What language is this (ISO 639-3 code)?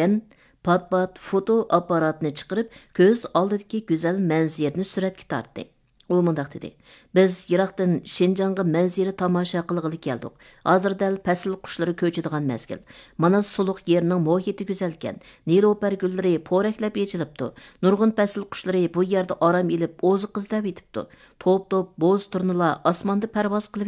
uig